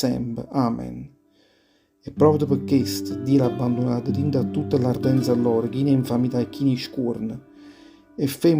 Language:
Neapolitan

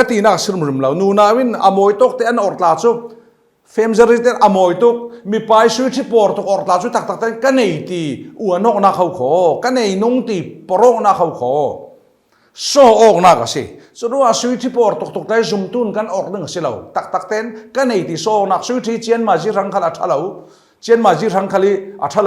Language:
Falam Chin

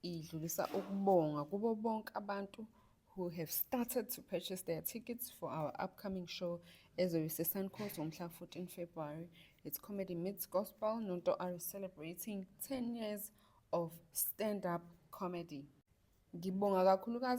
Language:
Zulu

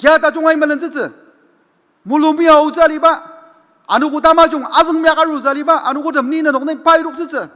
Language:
Ao Naga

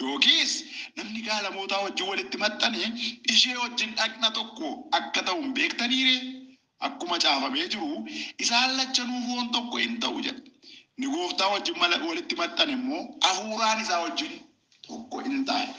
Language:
Oromo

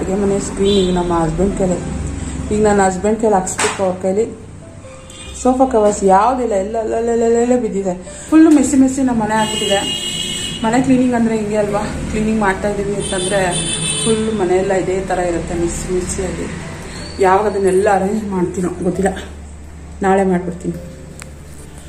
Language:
Kannada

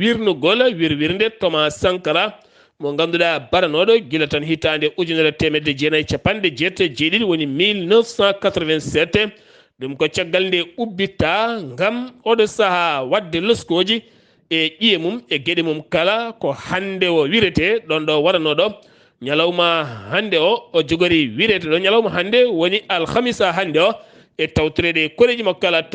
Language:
Fula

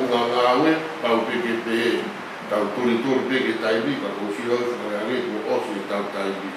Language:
Tongan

